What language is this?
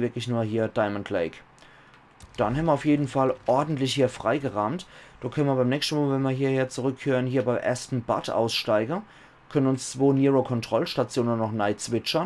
Palatine German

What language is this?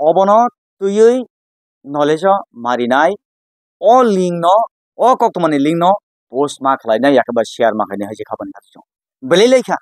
Kok Borok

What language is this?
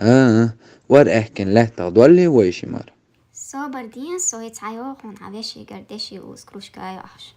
Chechen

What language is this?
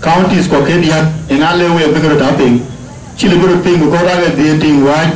Dinka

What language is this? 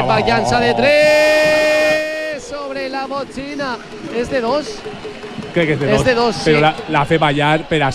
Catalan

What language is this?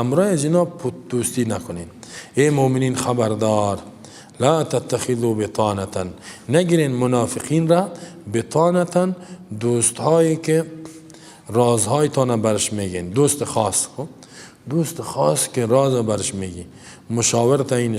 Persian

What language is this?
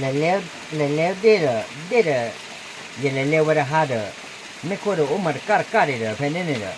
S'gaw Karen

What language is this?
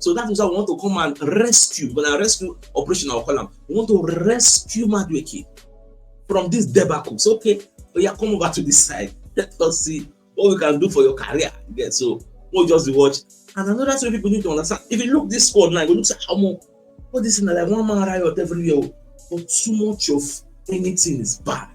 Nigerian Pidgin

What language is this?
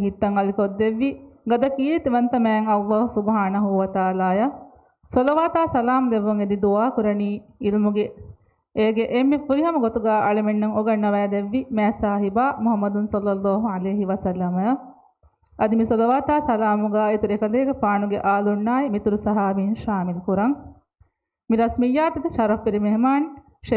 Divehi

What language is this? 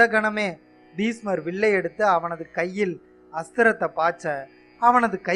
Tamil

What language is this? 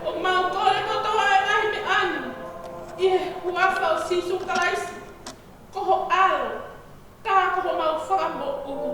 Tongan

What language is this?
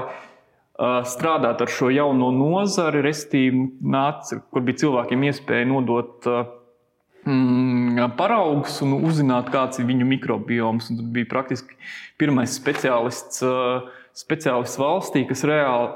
Latvian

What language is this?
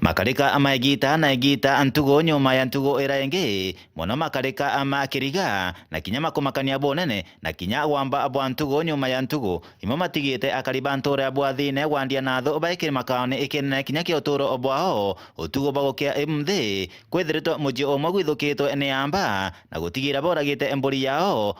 Meru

